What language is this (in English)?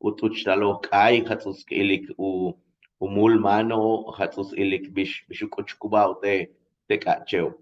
Yucateco